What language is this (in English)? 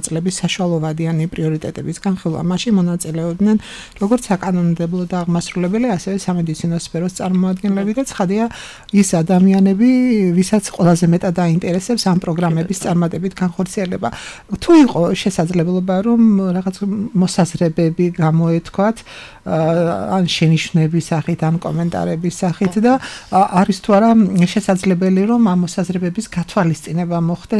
Georgian